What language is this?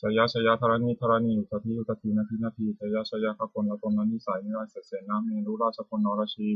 Pali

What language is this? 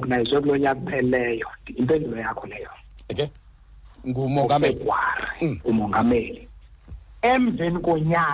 Xhosa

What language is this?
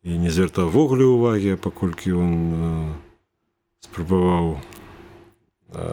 Belarusian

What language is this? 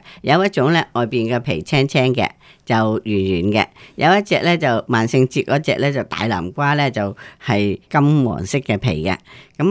Cantonese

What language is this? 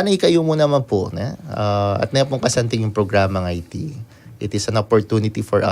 Pampanga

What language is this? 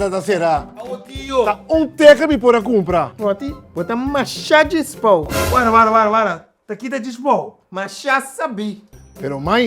Papiamento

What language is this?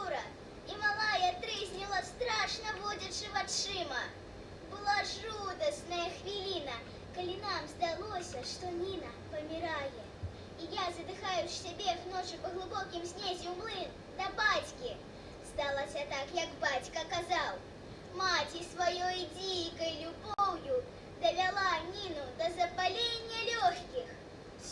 Belarusian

